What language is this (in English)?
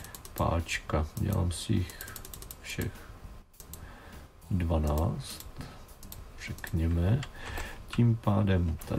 Czech